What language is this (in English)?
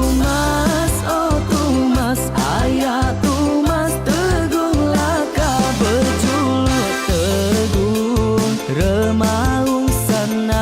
Iban